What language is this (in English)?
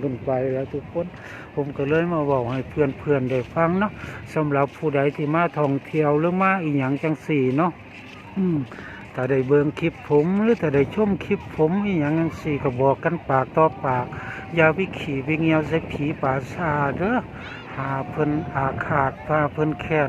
Northeastern Thai